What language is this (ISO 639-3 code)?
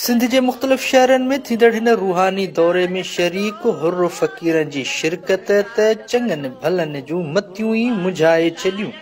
snd